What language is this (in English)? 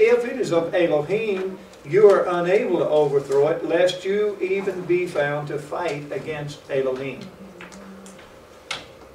English